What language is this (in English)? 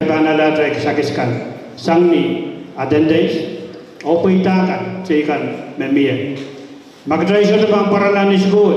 Pohnpeian